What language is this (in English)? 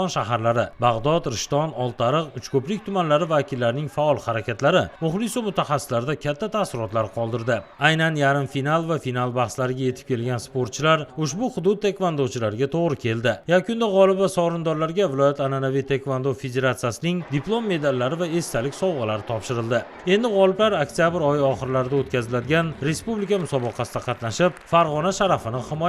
Uzbek